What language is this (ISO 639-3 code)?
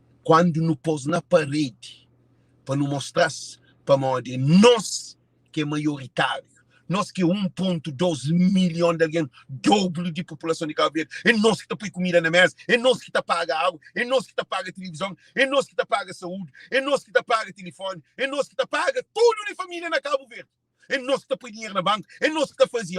kea